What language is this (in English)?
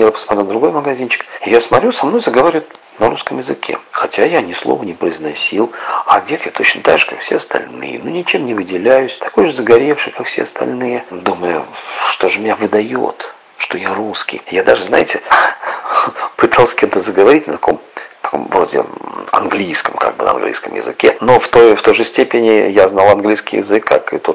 Russian